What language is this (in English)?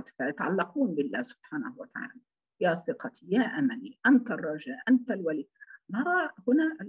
Arabic